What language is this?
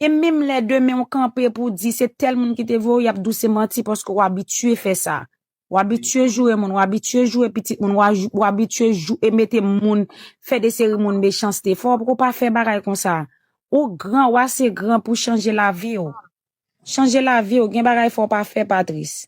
Haitian Creole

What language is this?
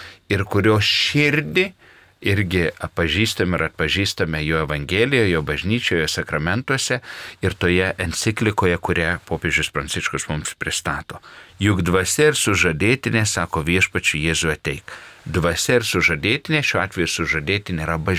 Lithuanian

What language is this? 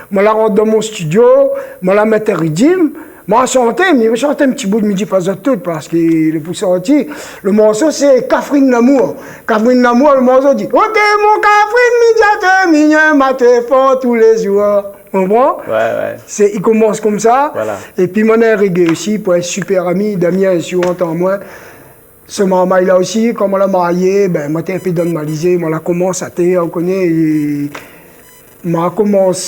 Réunion Creole French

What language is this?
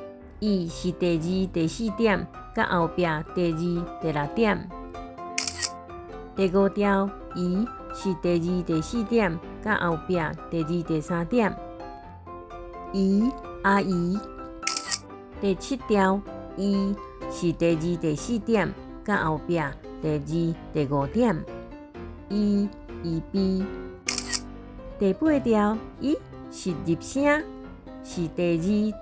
Min Nan Chinese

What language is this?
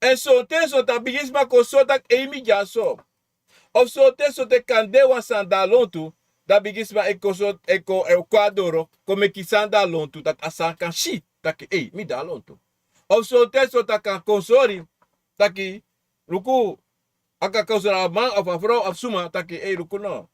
Sranan Tongo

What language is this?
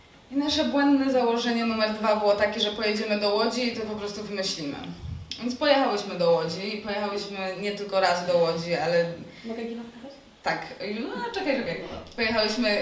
Polish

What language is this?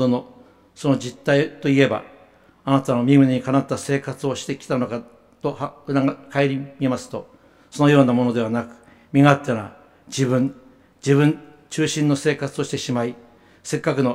Japanese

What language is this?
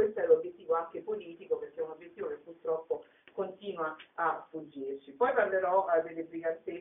Italian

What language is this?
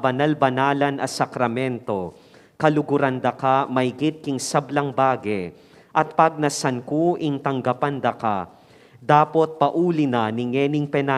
Pampanga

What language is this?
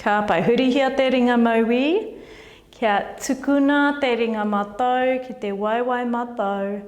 Māori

